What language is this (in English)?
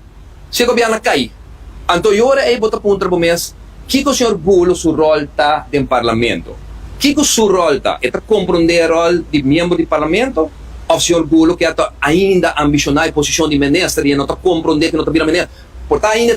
Papiamento